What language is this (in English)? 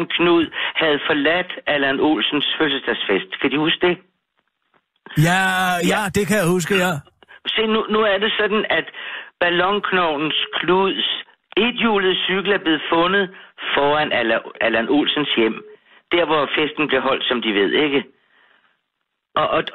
Danish